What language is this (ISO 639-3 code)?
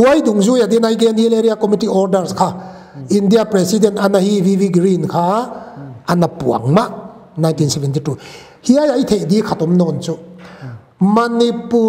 pck